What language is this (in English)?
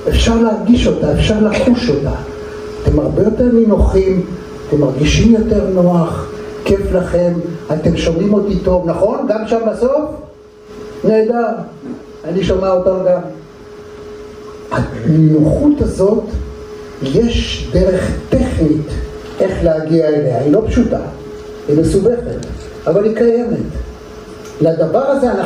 Hebrew